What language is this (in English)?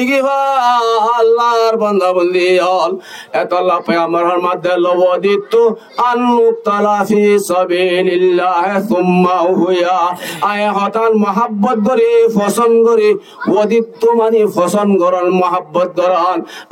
Rohingya